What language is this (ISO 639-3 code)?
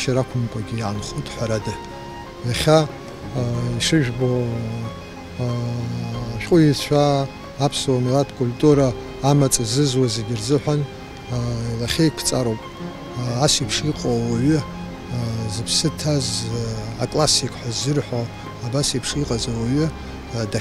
rus